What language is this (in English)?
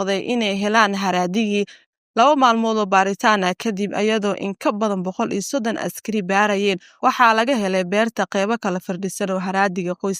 Somali